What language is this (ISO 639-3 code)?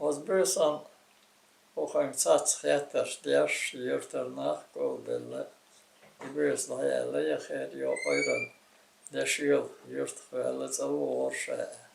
che